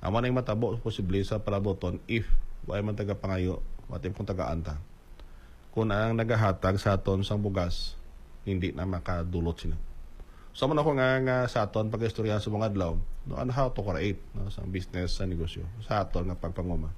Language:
Hiligaynon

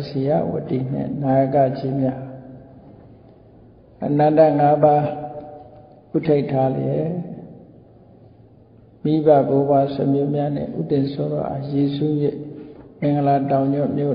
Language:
Burmese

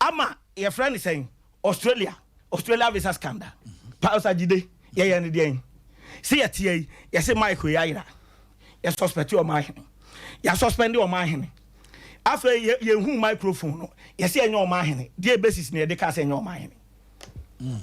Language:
Akan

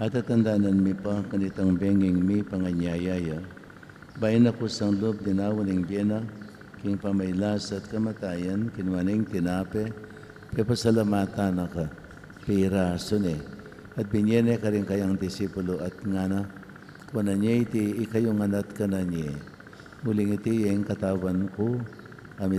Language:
Pampanga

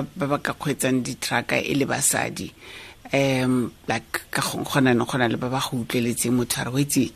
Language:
Tswana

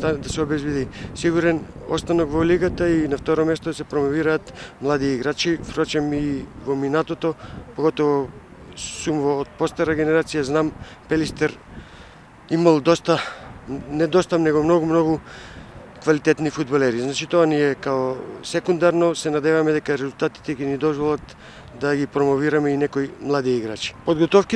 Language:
Macedonian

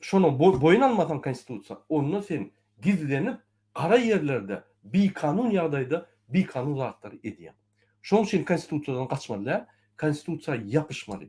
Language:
Turkmen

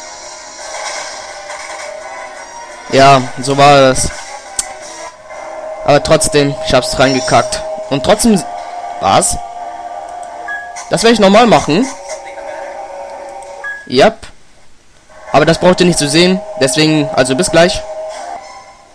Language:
German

